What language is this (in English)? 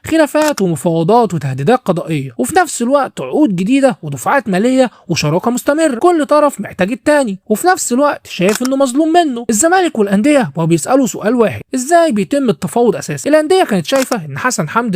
Egyptian Arabic